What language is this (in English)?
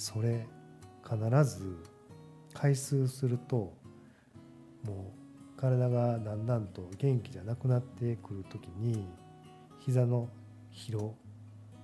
Japanese